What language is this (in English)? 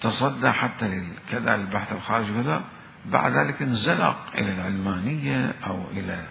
Mesopotamian Arabic